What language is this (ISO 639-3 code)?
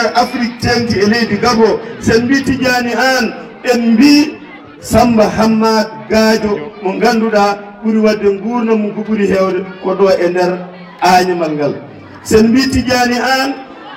ful